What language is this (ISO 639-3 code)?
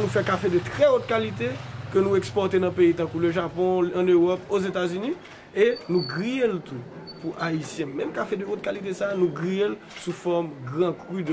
hat